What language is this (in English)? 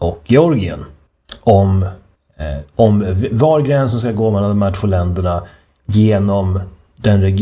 Swedish